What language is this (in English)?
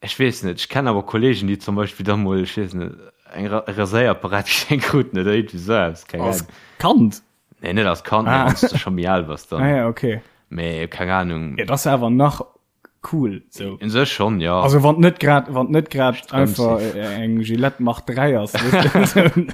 Luxembourgish